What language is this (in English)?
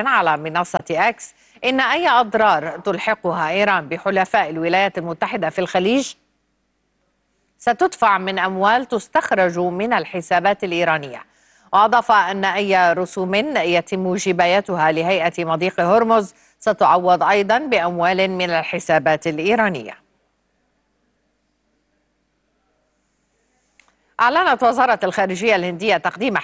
Arabic